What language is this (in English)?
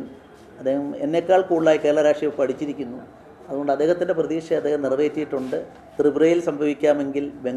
Malayalam